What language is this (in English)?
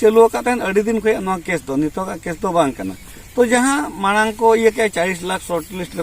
Santali